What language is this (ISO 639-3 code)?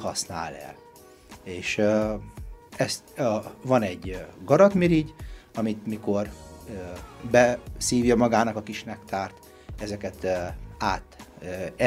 hun